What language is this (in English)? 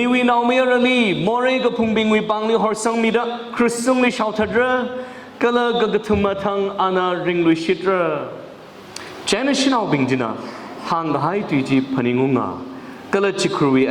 Tangkhul Naga (India)